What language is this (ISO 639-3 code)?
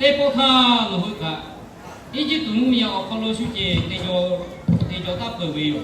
lhu